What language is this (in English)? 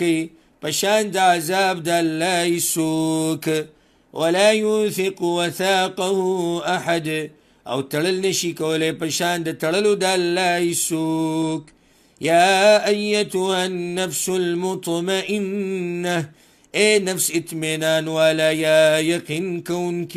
Pashto